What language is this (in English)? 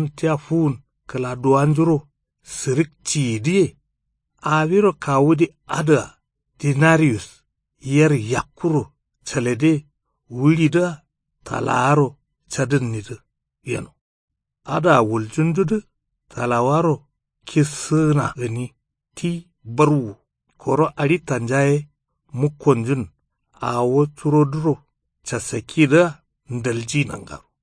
Kanuri